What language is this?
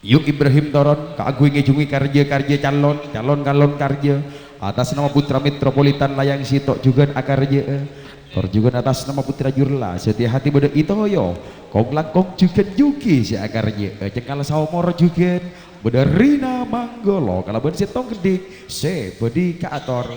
Madurese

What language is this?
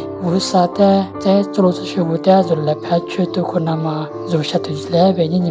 Lisu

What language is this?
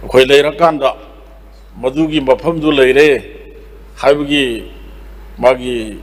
Manipuri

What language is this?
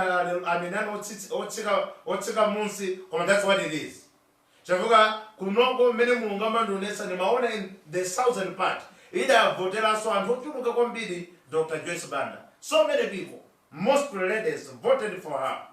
Nyanja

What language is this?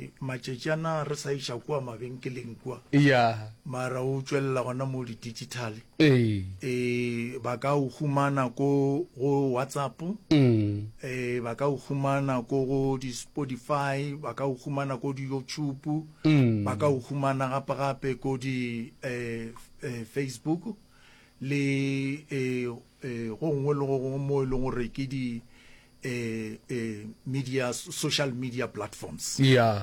Northern Sotho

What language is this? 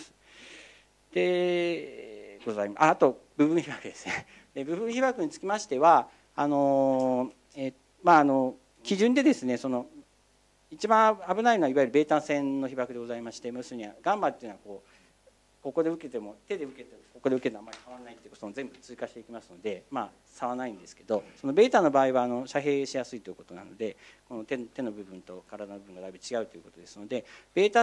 Japanese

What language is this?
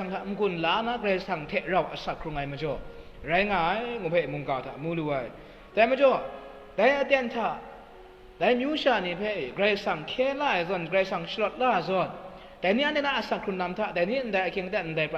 Kachin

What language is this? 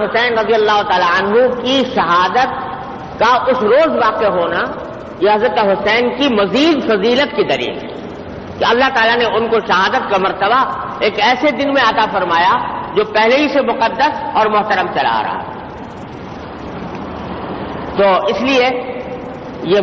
Urdu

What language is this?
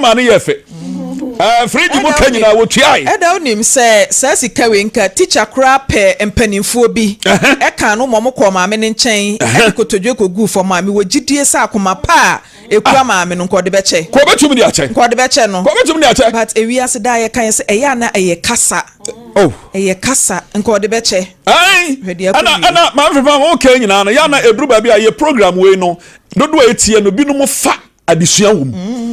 Akan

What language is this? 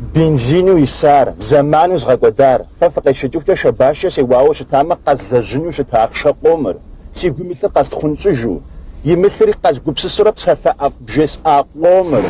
Kabardian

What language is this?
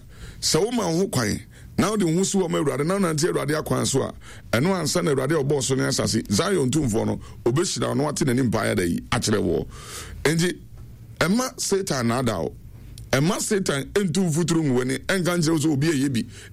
Akan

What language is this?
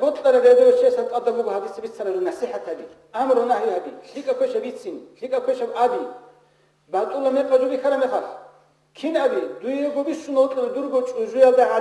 Avaric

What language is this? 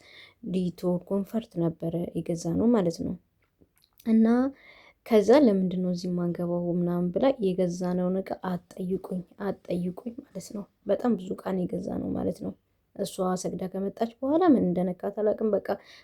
Amharic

